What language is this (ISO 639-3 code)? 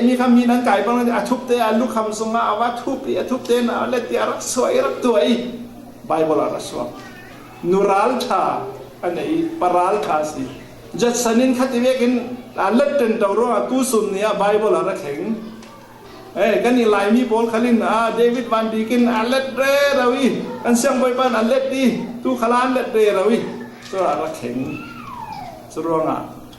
cfm